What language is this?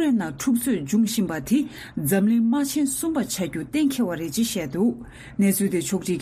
Tibetan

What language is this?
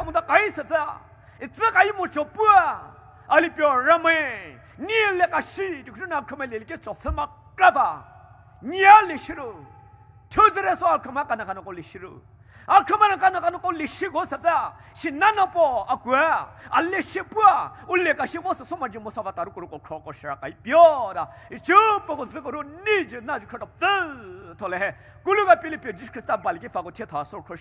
Poumei Naga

